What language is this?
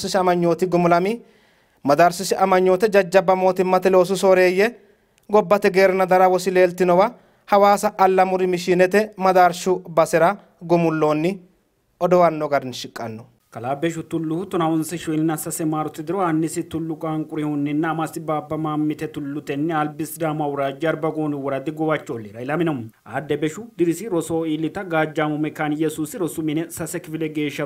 Sidamo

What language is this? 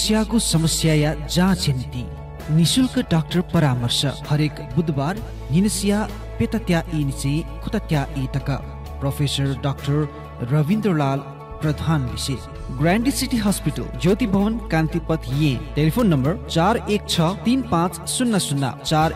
Newari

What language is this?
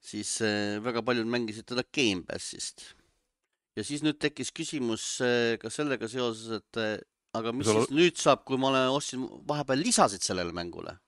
Estonian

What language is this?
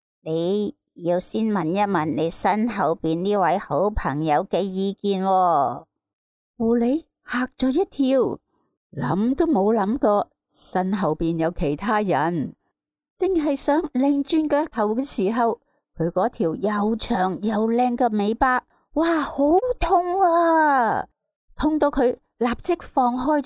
Cantonese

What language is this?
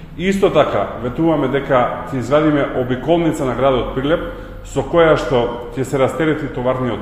Macedonian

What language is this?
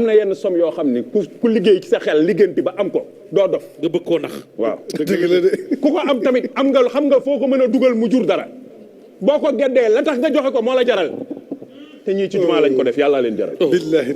Wolof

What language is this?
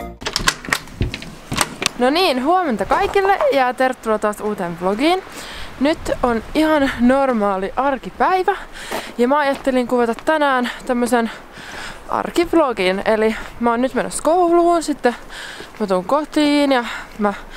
Finnish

